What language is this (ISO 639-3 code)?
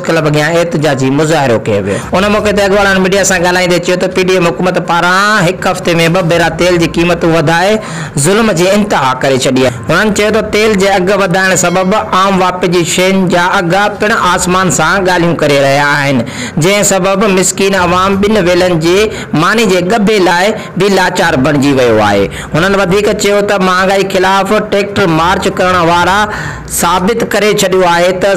snd